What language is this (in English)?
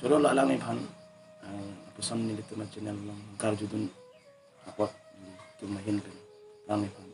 Karbi